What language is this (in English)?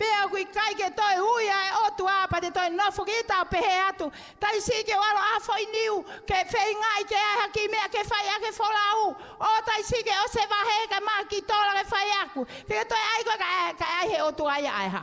Tongan